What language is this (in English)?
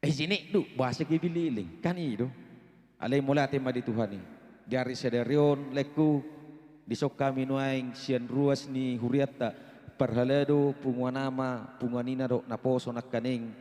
Batak Toba